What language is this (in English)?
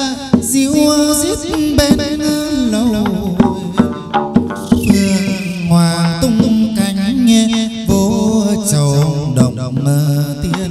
Vietnamese